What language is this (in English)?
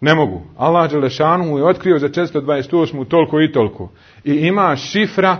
Bosnian